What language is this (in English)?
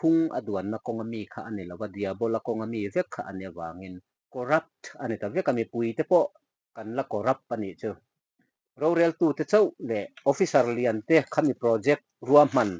Mizo